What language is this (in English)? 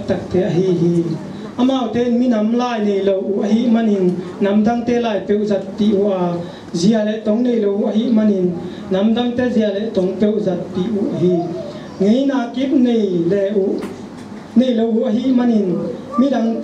Tedim Chin